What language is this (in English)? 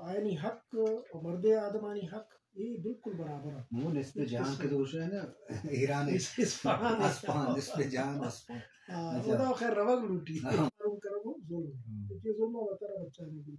Eastern Balochi